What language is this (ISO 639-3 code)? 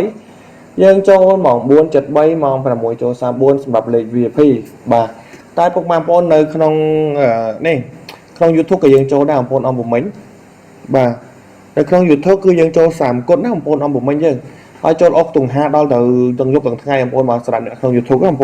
khm